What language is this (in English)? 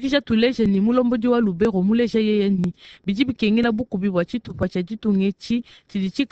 Luba-Lulua